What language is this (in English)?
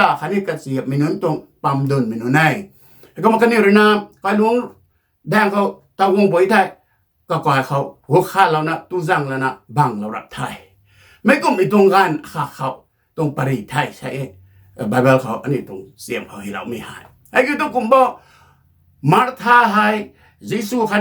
Rongmei Naga